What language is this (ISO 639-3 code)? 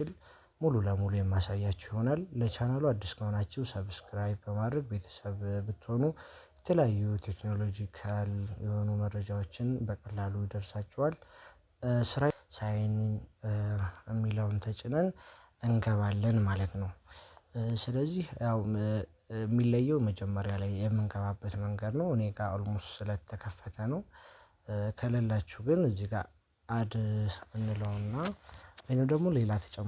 amh